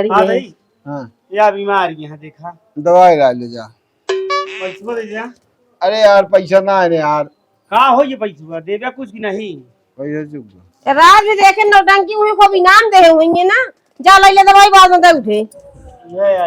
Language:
Awadhi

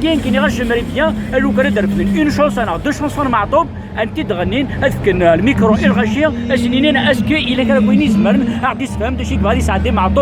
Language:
Kabyle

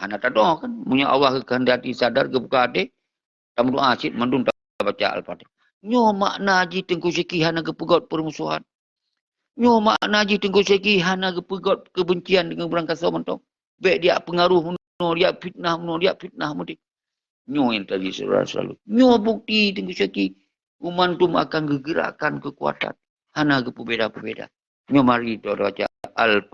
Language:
Achinese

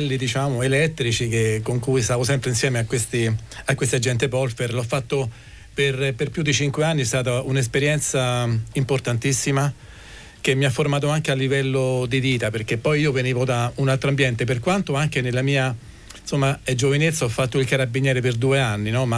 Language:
Italian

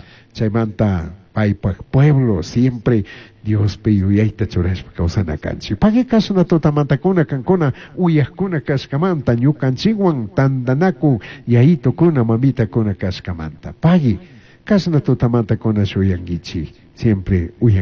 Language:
Chimborazo Highland Quichua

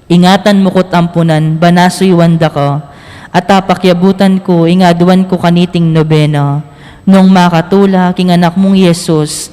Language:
Pampanga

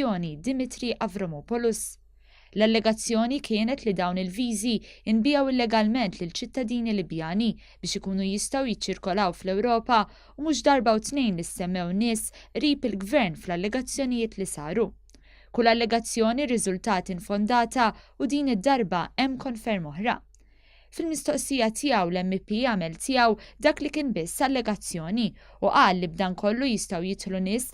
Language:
Maltese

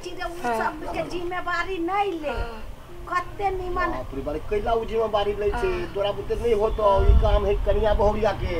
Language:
Maithili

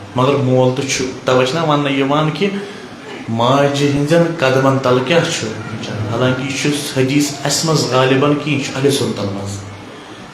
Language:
Kashmiri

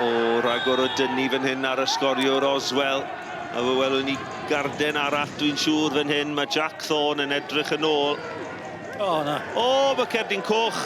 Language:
Welsh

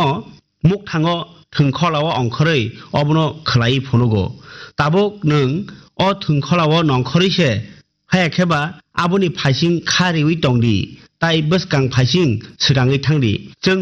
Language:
Kok Borok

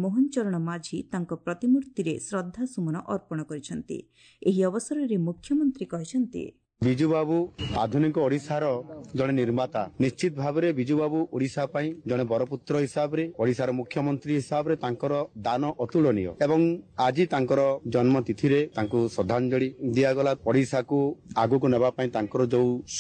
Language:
Odia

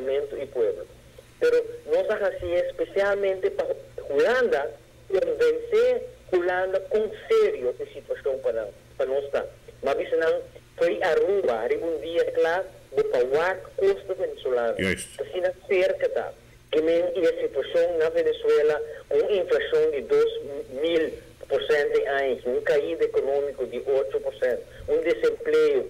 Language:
Papiamento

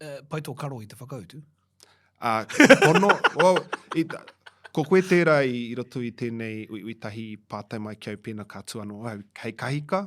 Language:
Māori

